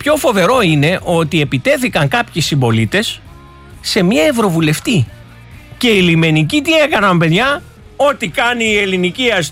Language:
Greek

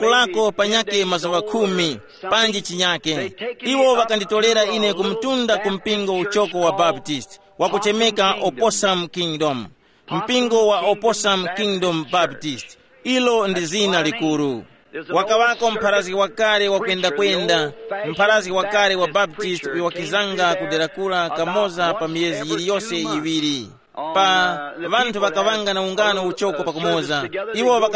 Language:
Tumbuka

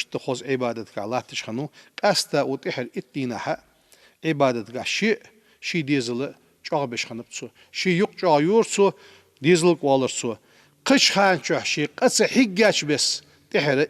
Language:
Ingush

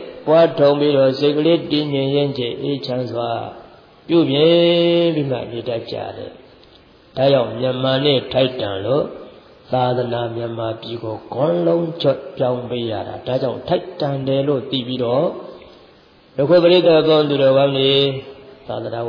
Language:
Burmese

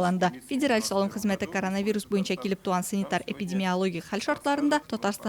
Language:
Tatar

